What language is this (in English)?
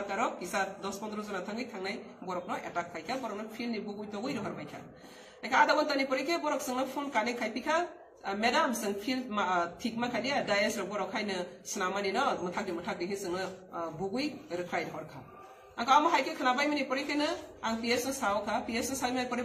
Riang (India)